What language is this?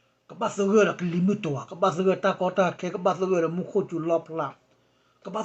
S'gaw Karen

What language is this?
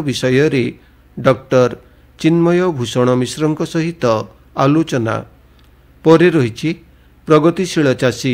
Odia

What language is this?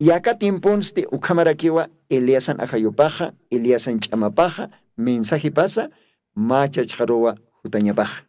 Aymara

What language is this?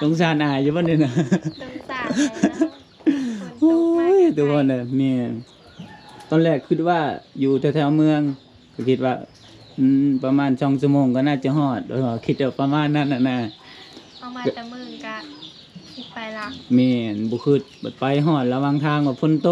Lao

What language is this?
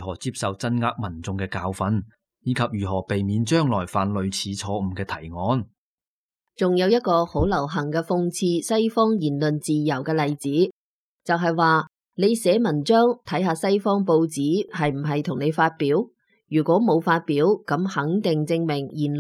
Cantonese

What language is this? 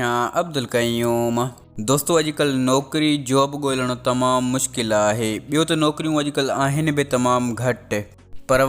Sindhi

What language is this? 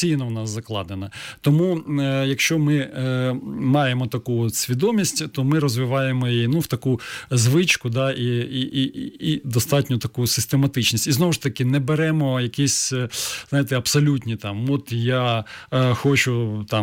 Ukrainian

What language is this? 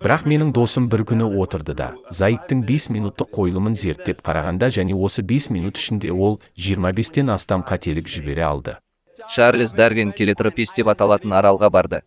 Kazakh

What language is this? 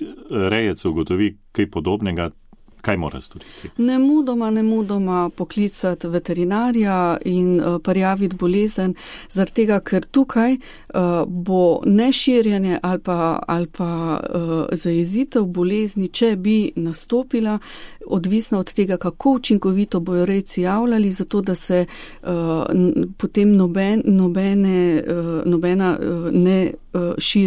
Slovenian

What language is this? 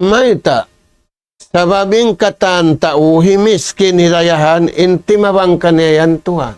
Tausug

